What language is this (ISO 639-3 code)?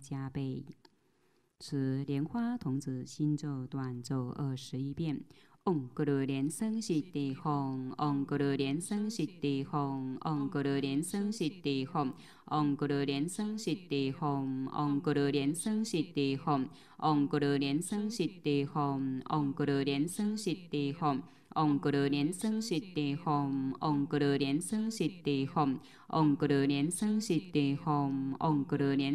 zho